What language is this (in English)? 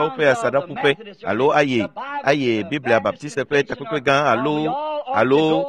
Ewe